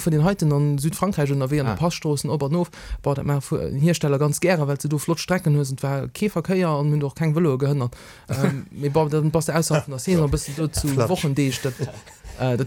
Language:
Luxembourgish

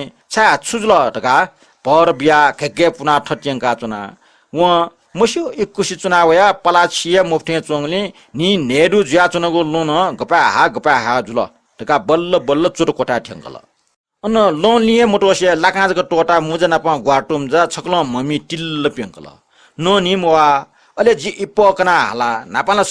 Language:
Newari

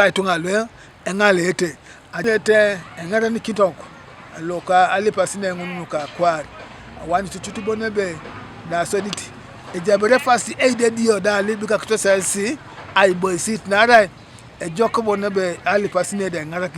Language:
Teso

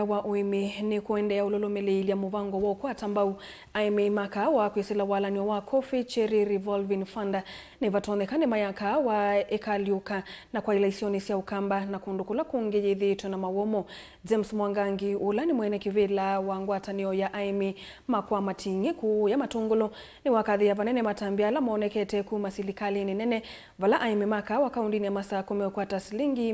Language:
Kamba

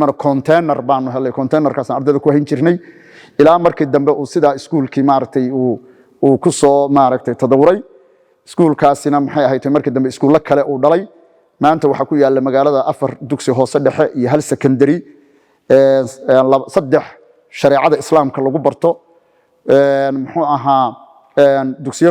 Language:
Somali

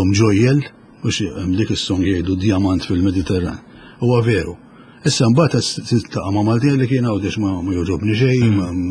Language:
Maltese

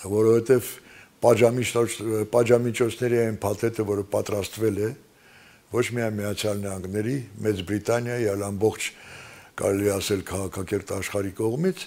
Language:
Armenian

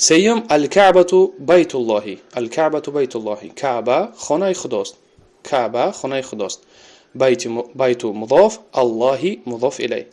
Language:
Tajik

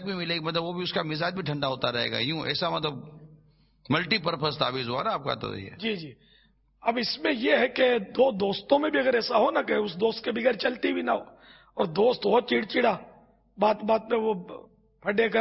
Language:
Urdu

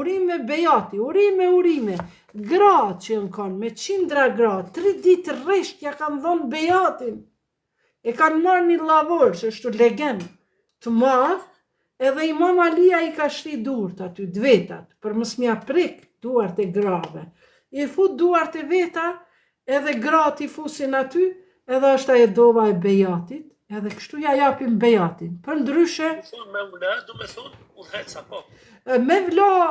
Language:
Albanian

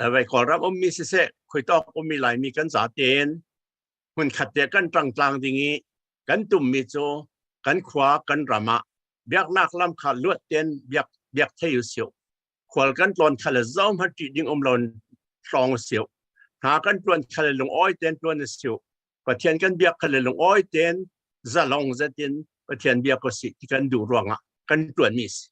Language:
Falam Chin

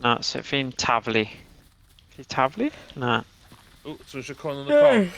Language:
Welsh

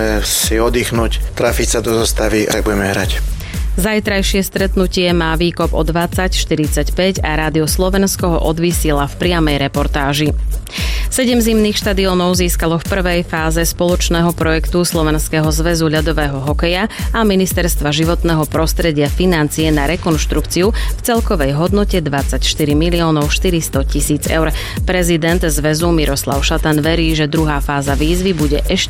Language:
Slovak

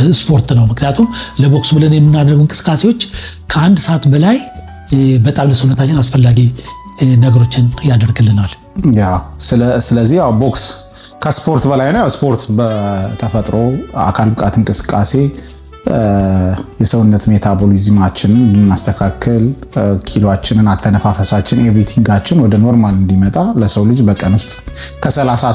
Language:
Amharic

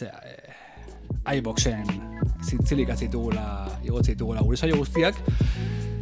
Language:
Basque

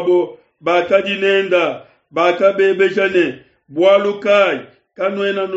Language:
Luba-Lulua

